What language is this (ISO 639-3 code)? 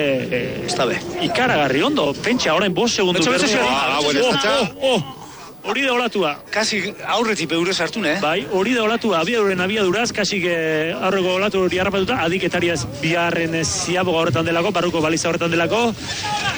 eus